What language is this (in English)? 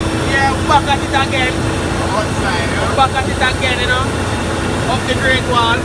Jamaican Creole English